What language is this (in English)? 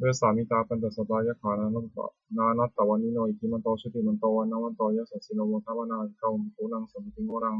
Pali